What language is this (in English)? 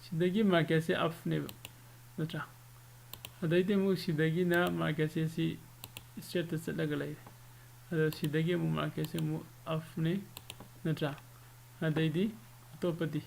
Manipuri